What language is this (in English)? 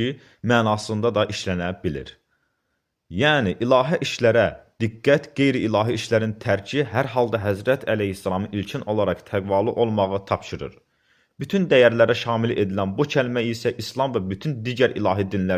Azerbaijani